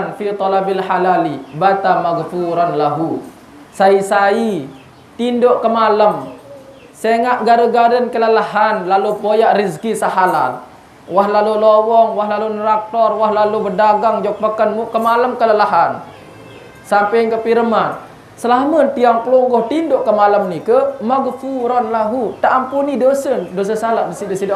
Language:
Sasak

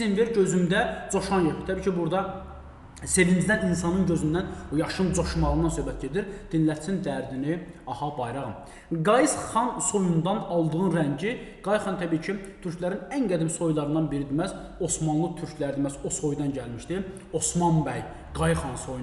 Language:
Azerbaijani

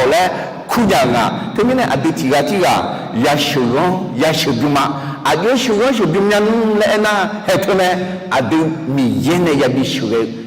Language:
Akha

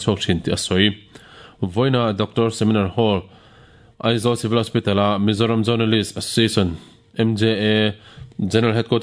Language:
Mizo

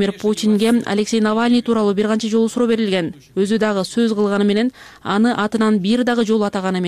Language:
Kyrgyz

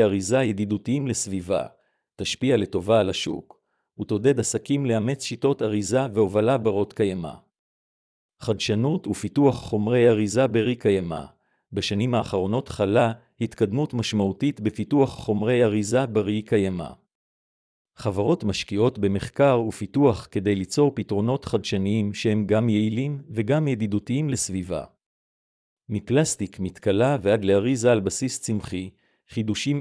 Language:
Hebrew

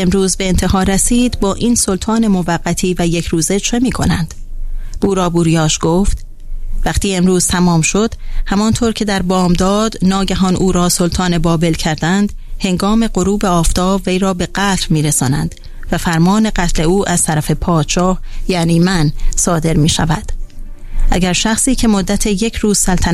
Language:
Persian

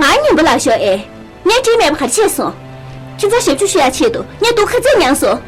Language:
Tibetan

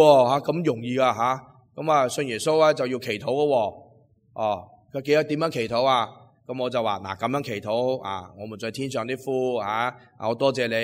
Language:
Cantonese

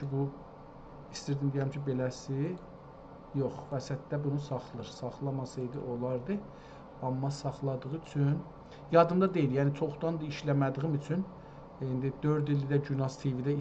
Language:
South Azerbaijani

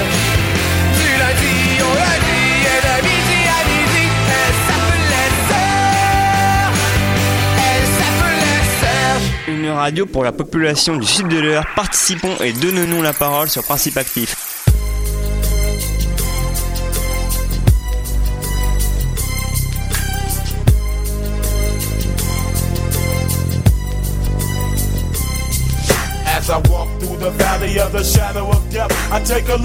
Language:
French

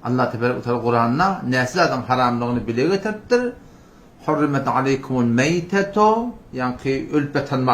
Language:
Turkmen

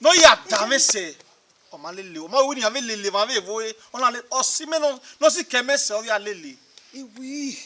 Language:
Bini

